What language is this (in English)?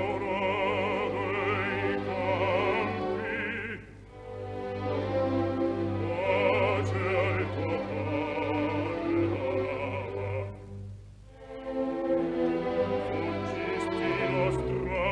Italian